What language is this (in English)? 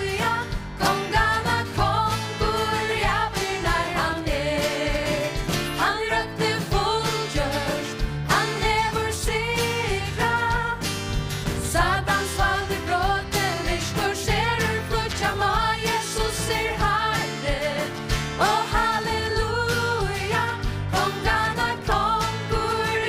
Faroese